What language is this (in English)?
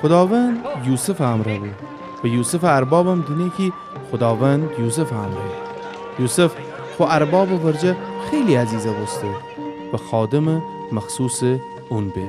Gilaki